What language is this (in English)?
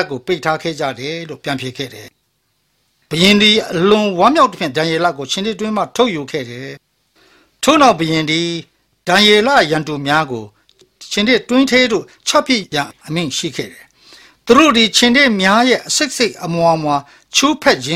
Burmese